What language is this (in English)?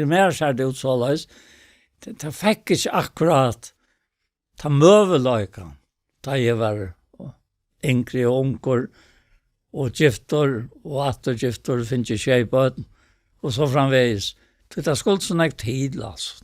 Faroese